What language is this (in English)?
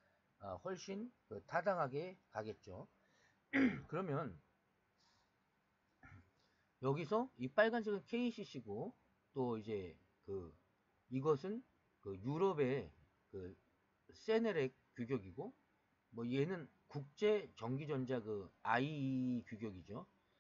Korean